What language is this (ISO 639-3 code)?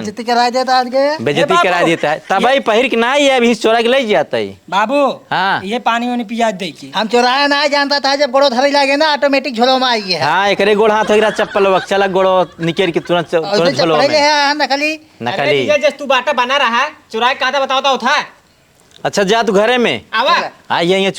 awa